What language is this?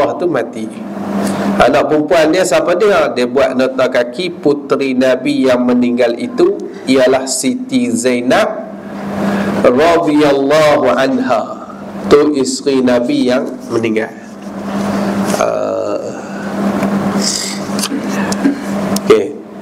Malay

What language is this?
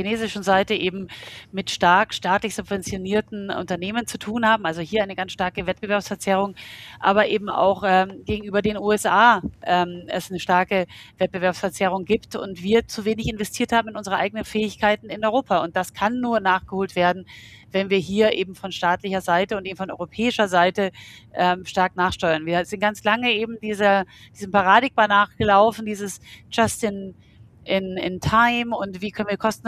German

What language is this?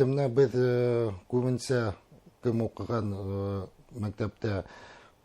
Bashkir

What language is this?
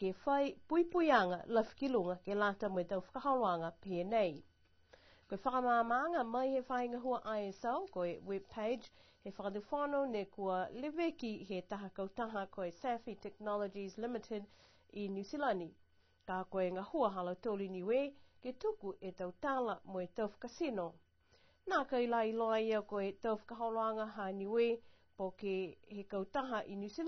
Niuean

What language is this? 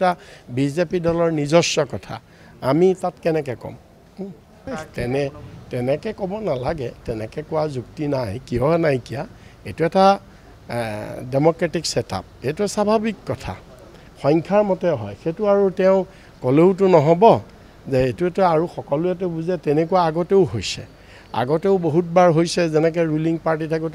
Assamese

